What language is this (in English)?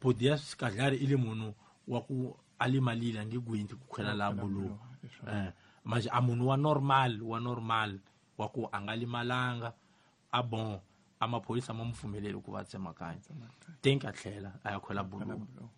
Tsonga